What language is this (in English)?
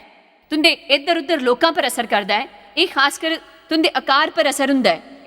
Dogri